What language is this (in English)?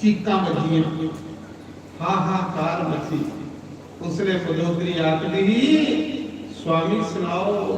Dogri